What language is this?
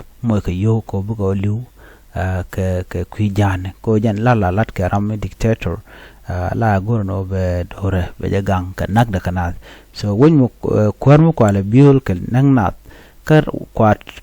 Nuer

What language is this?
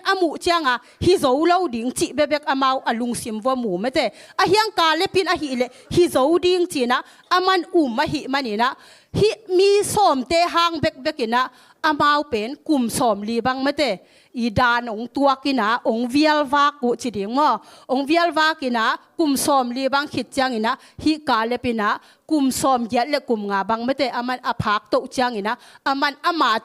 Tedim Chin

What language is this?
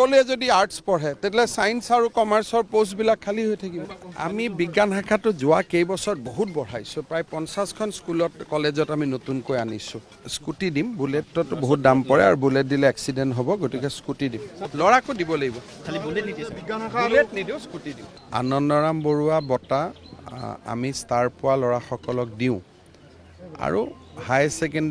Assamese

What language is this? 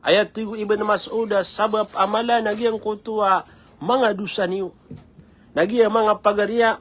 Maranao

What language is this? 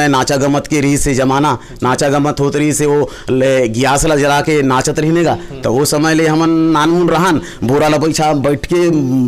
Chhattisgarhi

